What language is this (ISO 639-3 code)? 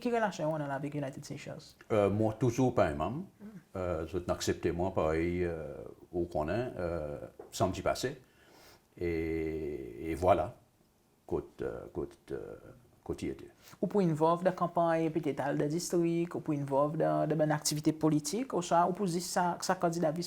crs